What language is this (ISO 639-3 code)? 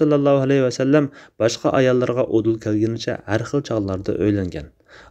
uig